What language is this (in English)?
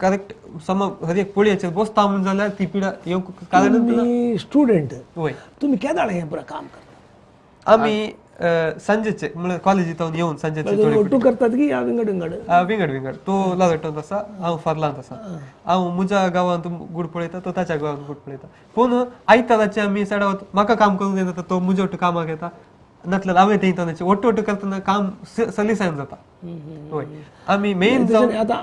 Konkani